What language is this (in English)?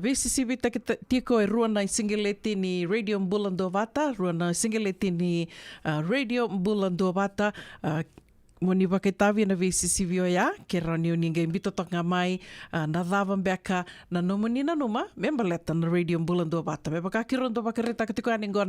Fijian